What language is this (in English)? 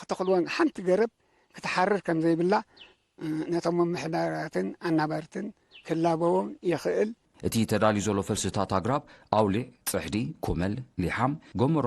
Tigrinya